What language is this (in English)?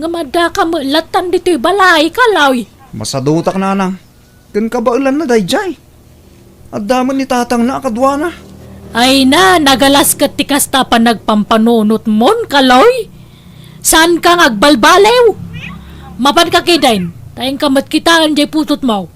Iloko